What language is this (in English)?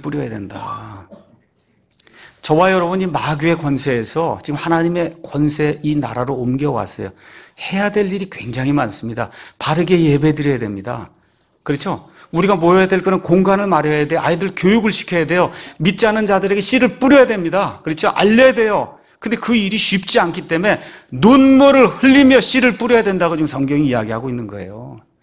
Korean